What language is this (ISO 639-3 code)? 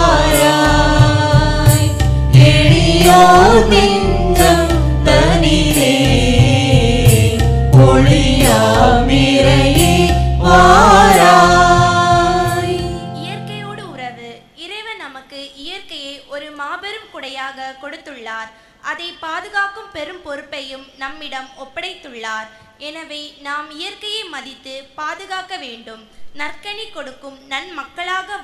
tam